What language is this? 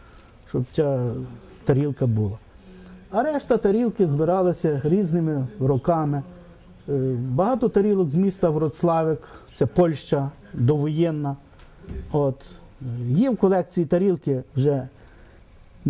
Ukrainian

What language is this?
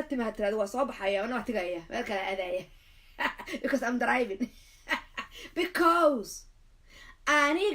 Somali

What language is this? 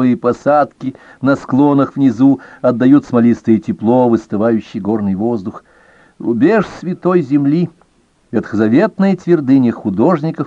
Russian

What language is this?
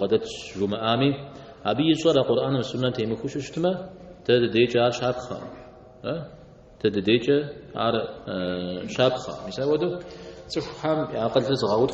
Kabardian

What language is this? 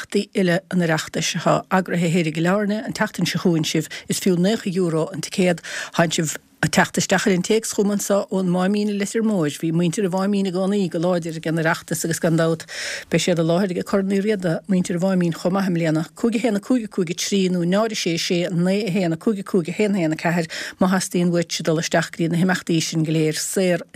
Irish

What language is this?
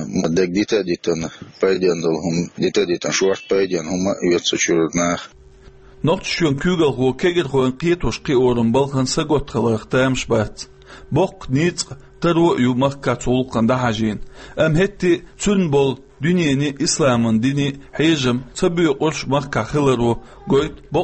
Chechen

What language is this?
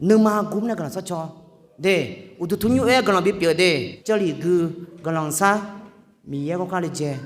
Akha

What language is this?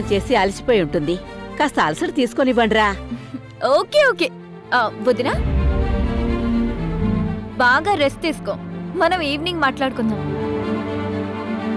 Telugu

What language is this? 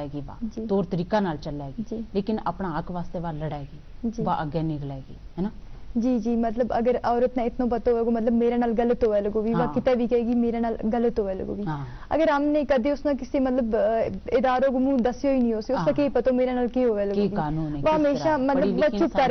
Gujari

